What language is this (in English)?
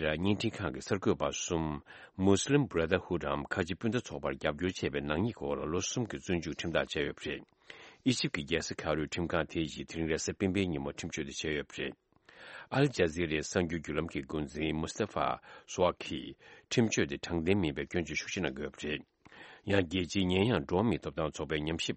Tibetan